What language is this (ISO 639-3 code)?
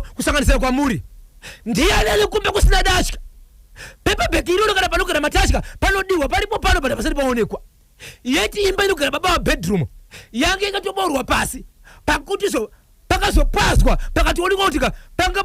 sna